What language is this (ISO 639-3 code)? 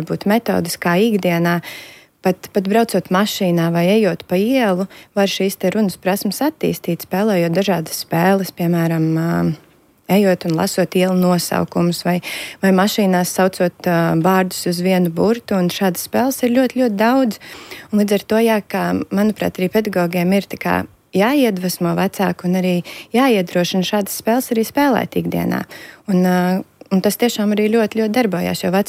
lav